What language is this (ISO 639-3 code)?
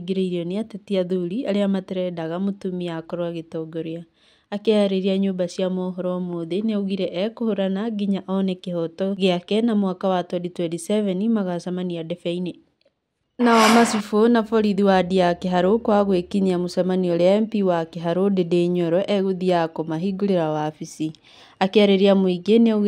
kik